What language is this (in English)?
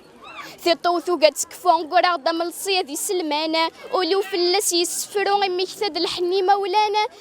Kabyle